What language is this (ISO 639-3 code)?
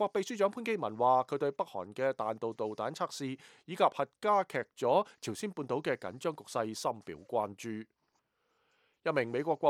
yue